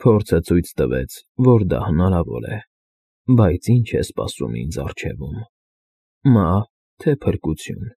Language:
Armenian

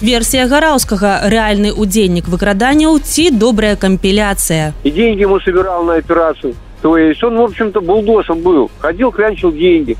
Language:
Belarusian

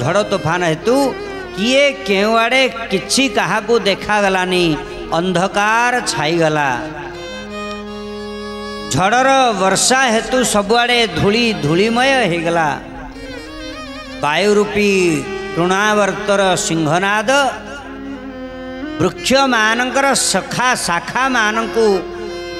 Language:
Odia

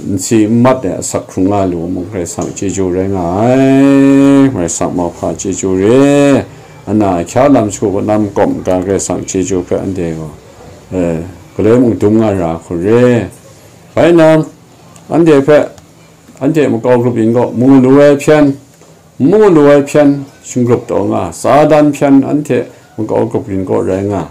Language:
Kachin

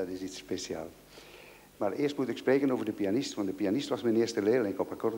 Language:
Dutch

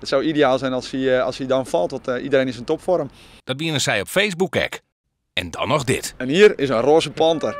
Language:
Western Frisian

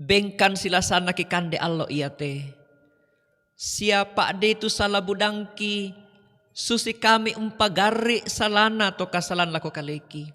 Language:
Toraja-Sa'dan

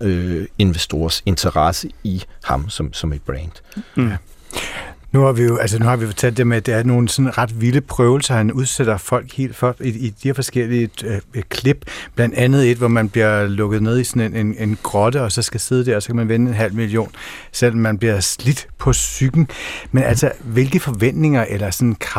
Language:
Danish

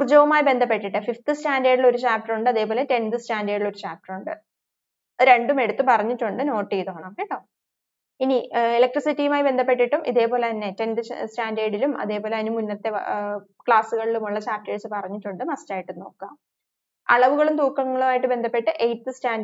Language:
Malayalam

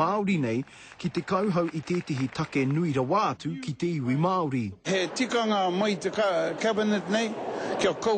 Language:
Māori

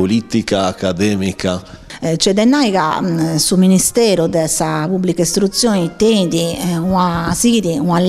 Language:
Sardinian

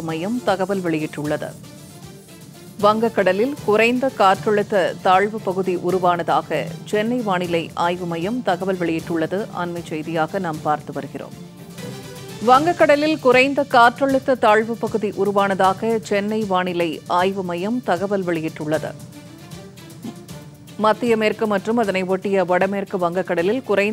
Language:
Tamil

